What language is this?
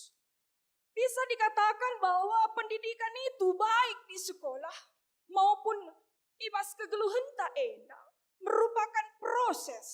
Batak Karo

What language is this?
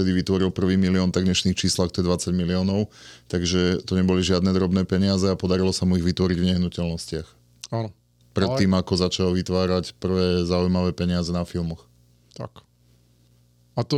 Slovak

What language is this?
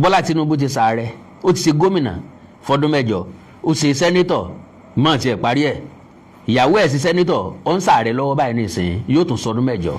Yoruba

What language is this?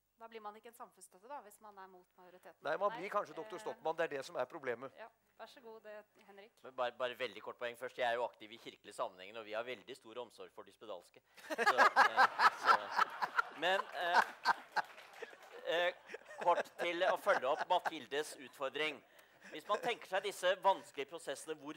Norwegian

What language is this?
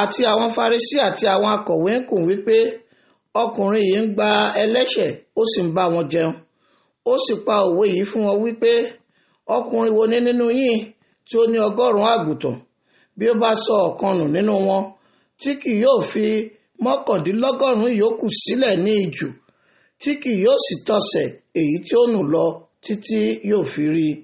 Yoruba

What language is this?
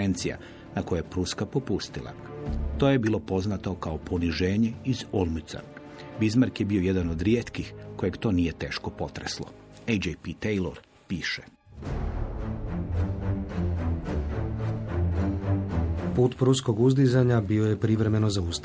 Croatian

